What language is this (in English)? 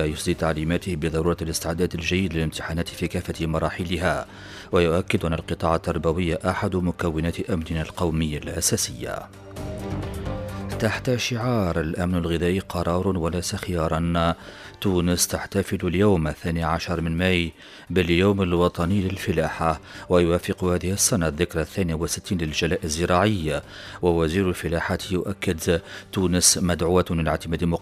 Arabic